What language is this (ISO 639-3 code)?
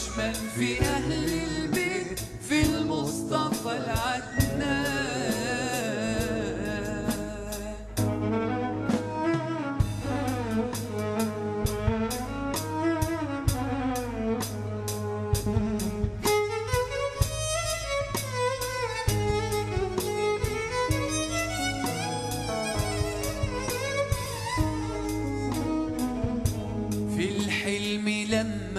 ary